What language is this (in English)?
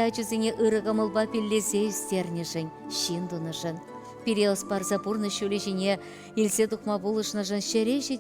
Chuvash